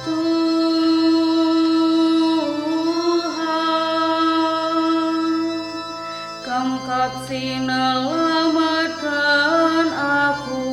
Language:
Batak Karo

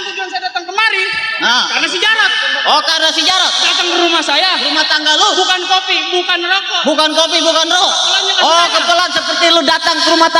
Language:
Betawi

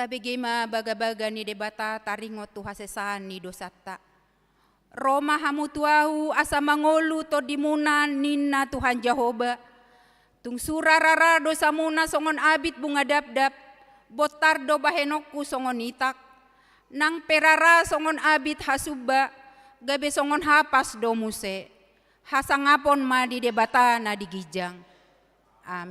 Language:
Batak Toba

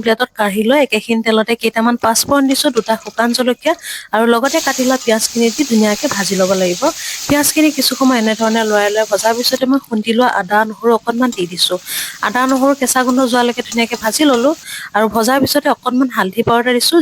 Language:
Assamese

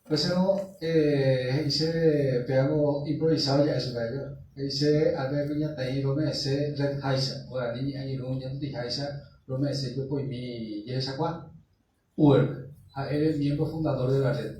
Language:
Guarani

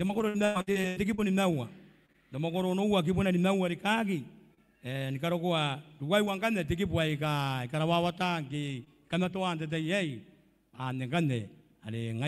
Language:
Gilbertese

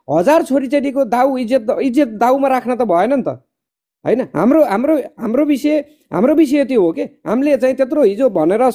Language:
Nepali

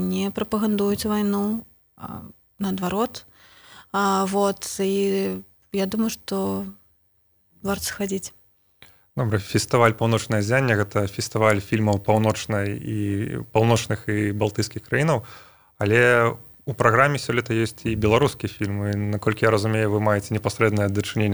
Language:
Belarusian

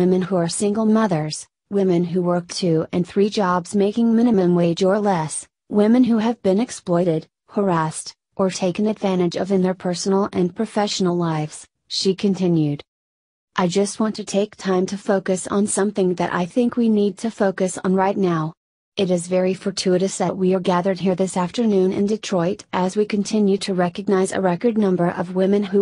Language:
English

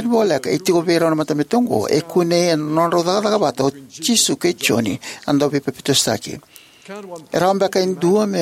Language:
Fijian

